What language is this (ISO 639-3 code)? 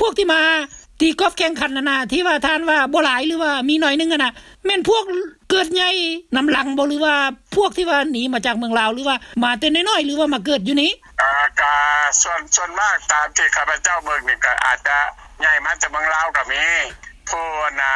lao